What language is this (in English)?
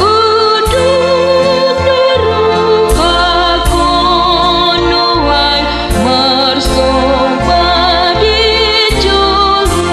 Batak Toba